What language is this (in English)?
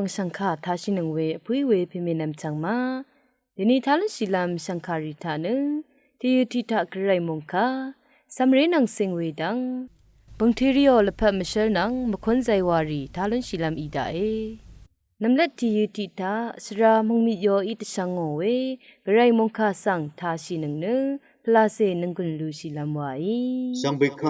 Rawang